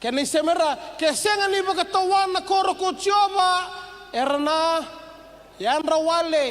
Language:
Fijian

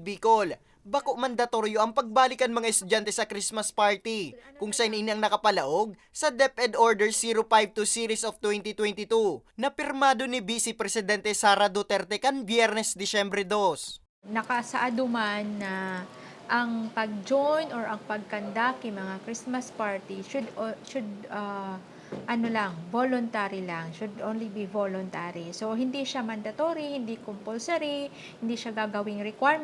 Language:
Bikol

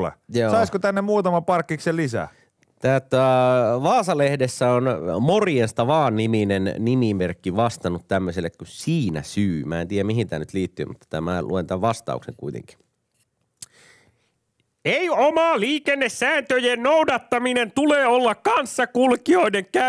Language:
Finnish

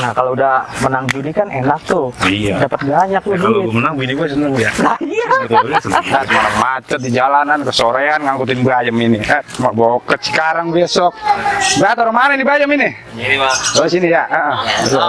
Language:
Betawi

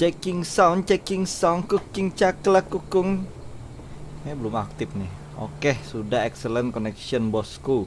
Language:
Banjar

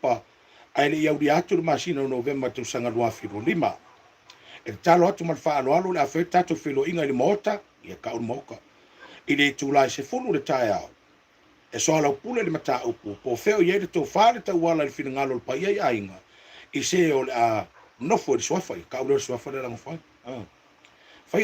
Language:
Samoan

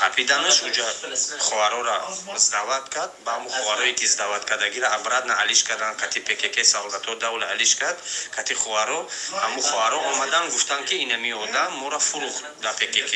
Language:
Tajik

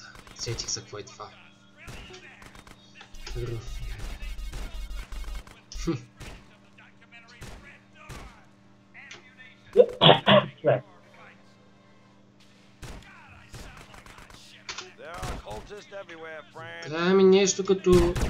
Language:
Bulgarian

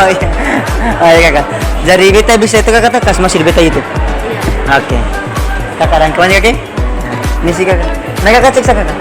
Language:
Ambonese Malay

